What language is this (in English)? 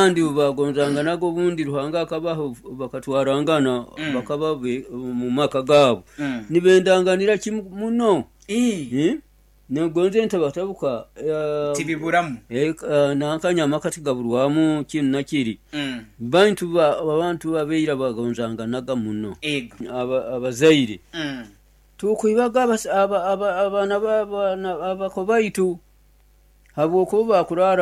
Nyoro